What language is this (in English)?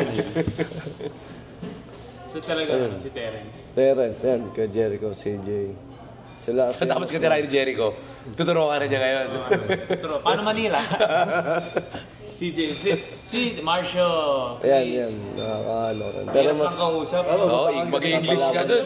Filipino